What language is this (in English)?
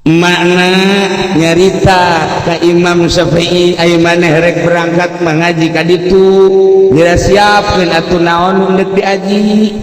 Sundanese